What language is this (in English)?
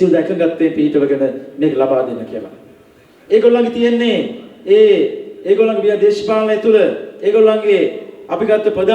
Sinhala